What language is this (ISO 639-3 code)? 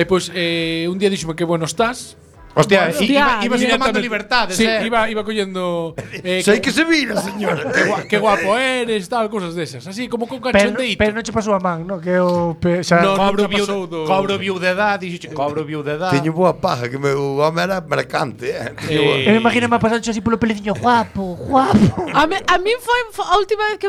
glg